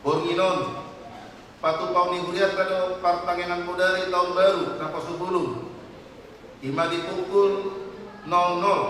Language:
Batak Toba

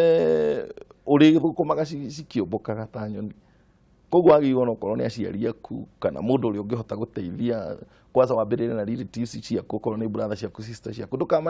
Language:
Kikuyu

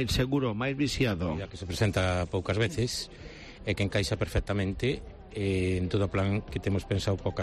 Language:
Galician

